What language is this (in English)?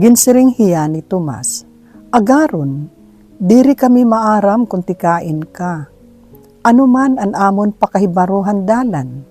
Waray